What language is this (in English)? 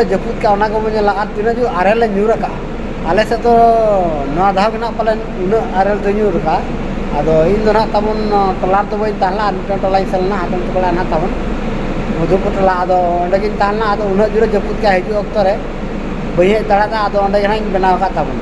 Santali